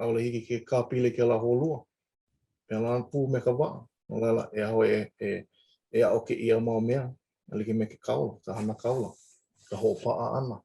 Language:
Hawaiian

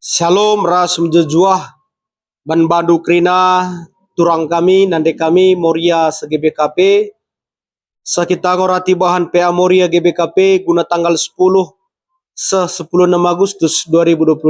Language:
Batak Karo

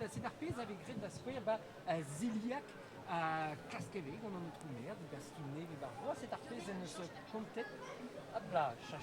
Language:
Breton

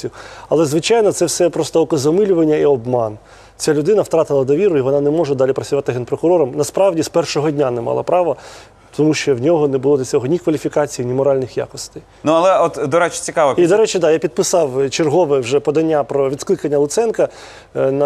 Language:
Ukrainian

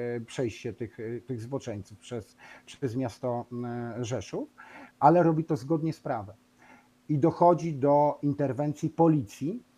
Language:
Polish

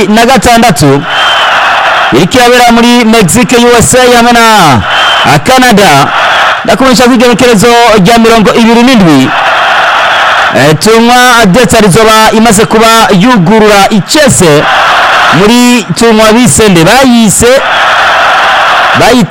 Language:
Rundi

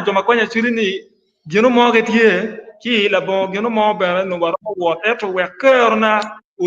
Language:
Acoli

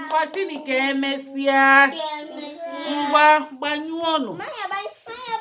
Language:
Igbo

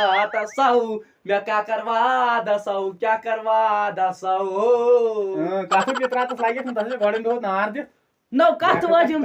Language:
Kashmiri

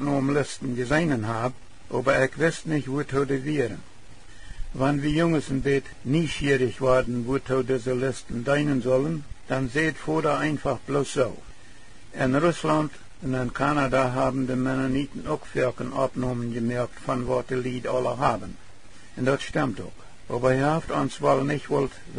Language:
Plautdietsch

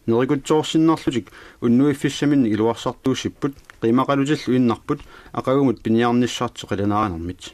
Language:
Kalaallisut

